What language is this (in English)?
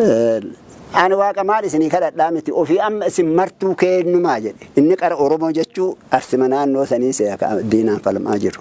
Oromo